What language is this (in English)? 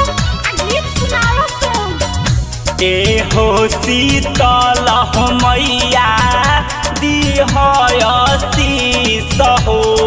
Bhojpuri